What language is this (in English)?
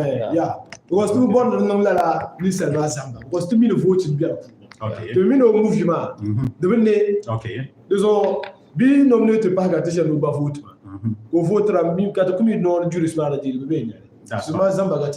Dagbani